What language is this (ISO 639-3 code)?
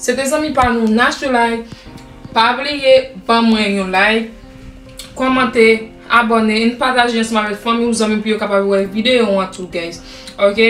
hat